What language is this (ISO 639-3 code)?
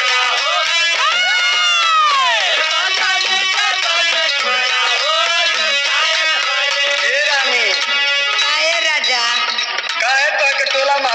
bho